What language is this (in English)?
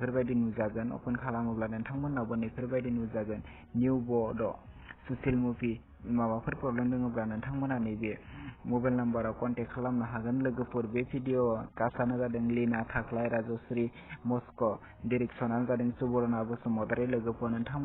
Bodo